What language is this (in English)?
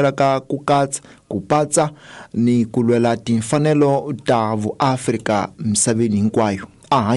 Tsonga